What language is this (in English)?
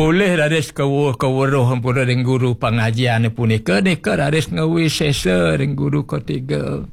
Balinese